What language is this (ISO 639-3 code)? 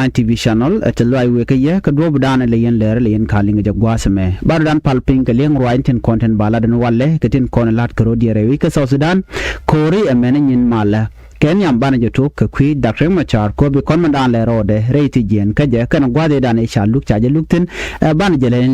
nus